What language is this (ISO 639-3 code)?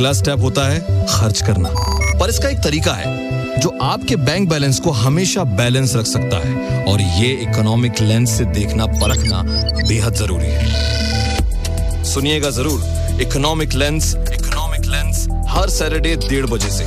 hin